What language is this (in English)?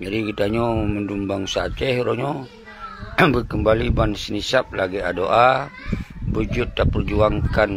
Achinese